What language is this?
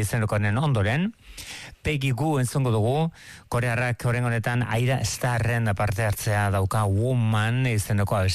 Basque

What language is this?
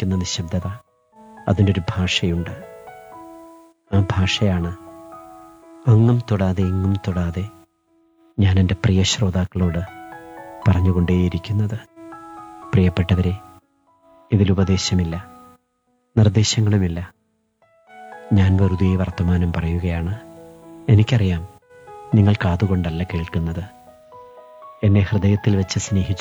Malayalam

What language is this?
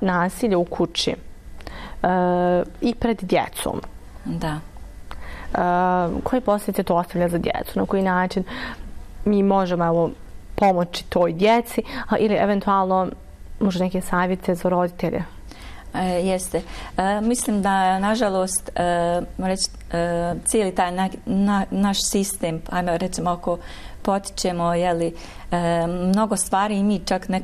Bosnian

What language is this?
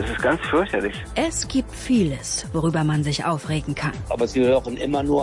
German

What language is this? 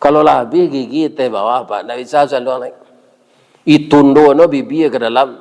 Minangkabau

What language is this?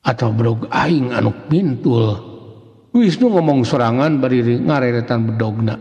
Sundanese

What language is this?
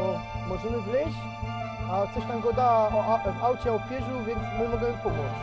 Silesian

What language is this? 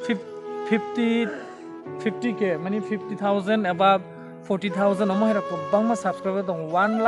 Kok Borok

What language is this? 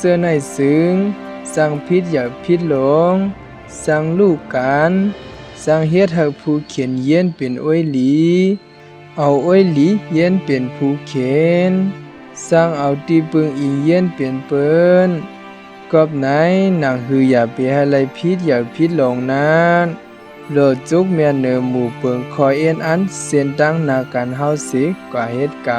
Shan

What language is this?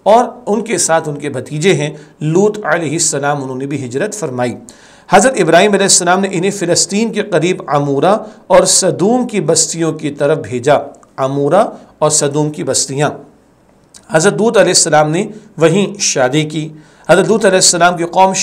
Urdu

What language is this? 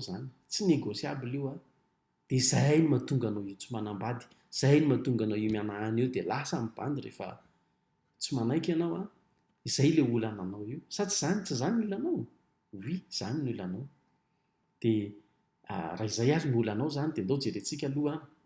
Malagasy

